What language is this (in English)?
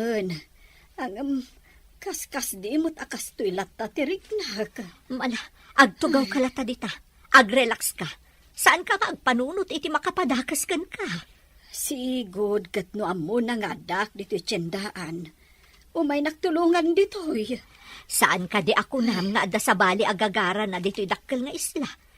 Iloko